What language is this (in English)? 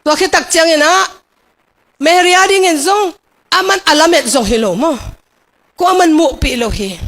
Tedim Chin